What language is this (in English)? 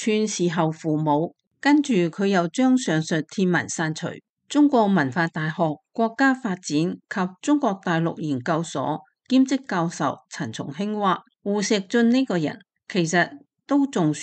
Cantonese